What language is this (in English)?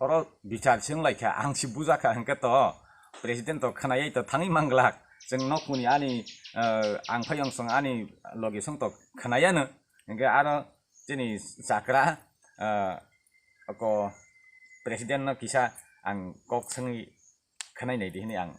Kok Borok